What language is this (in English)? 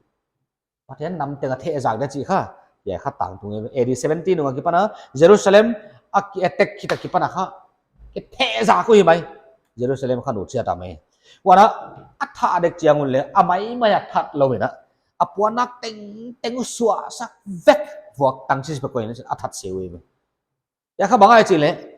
Paite Chin